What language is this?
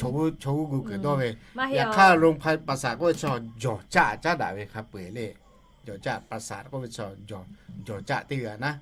Lahu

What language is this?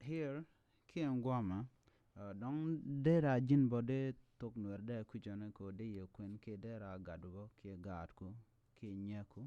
Nuer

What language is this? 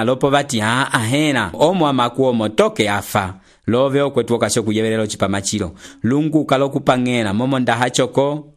Umbundu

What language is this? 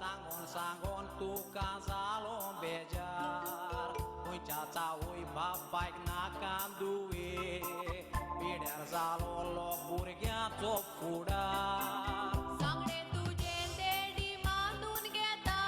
Konkani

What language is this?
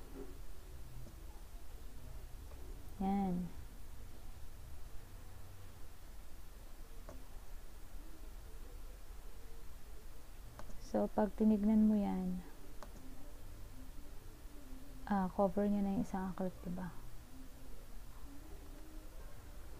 Filipino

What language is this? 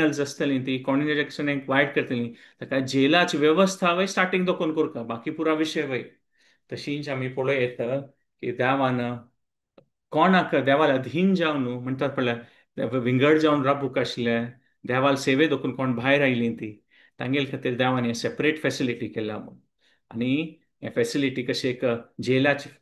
Konkani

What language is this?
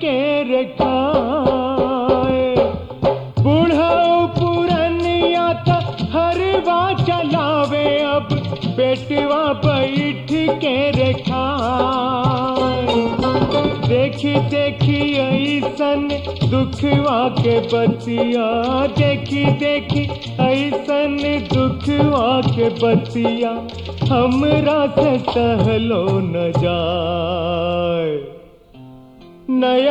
Bhojpuri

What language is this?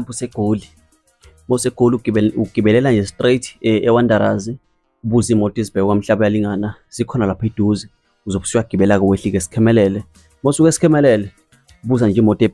Zulu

